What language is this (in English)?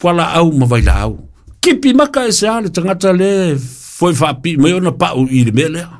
Samoan